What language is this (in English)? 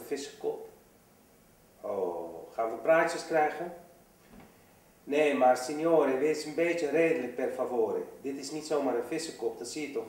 Dutch